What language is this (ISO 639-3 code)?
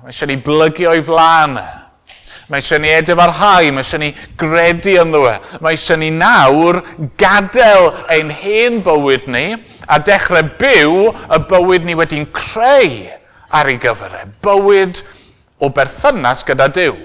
cym